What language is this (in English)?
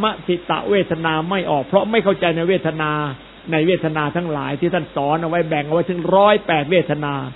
Thai